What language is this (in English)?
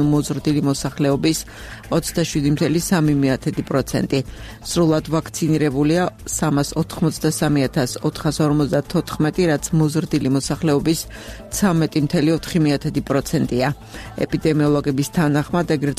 Georgian